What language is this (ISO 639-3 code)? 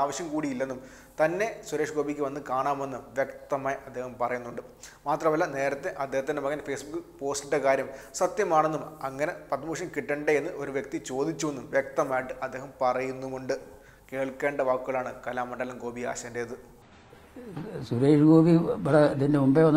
mal